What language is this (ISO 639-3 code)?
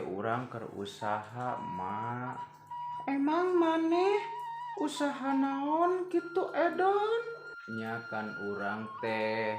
sun